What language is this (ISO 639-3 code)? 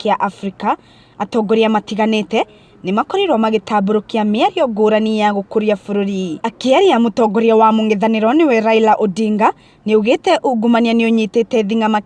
kik